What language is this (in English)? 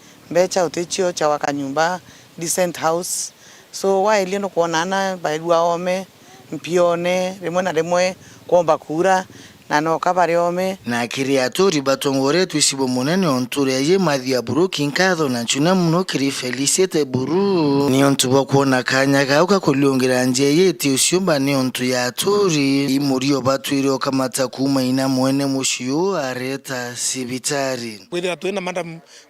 Meru